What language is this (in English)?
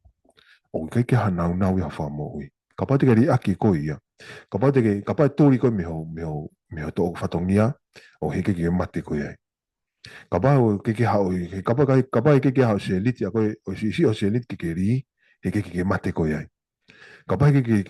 Tongan